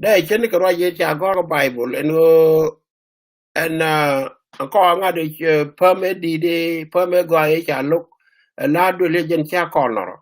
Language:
Nuer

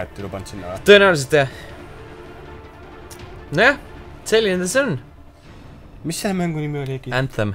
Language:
Estonian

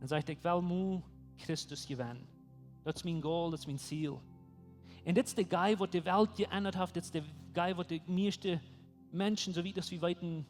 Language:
Plautdietsch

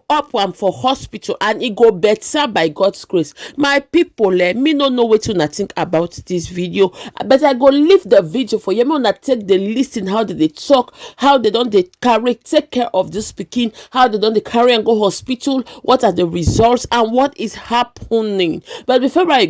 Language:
Nigerian Pidgin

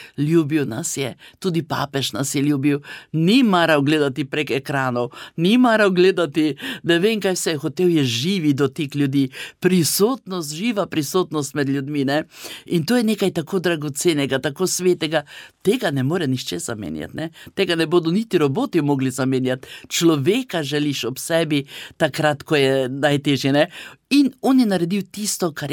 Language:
Slovenian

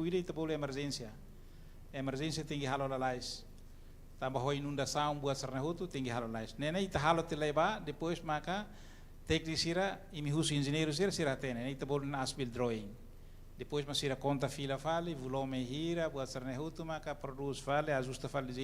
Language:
Tetum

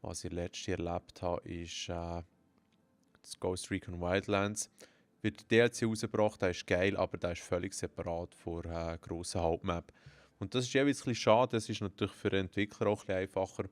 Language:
Swiss German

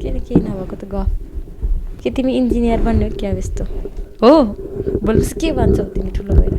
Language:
Nepali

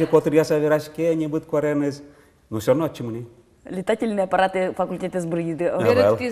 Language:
Udmurt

